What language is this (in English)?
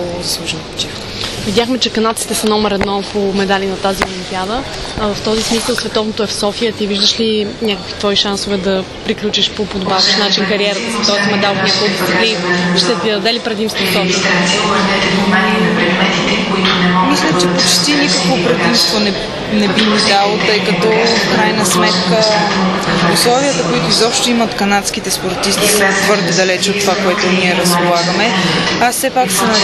Bulgarian